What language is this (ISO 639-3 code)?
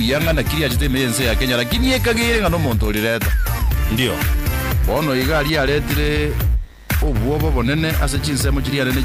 guz